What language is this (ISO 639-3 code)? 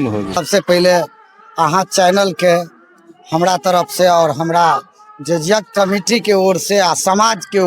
mai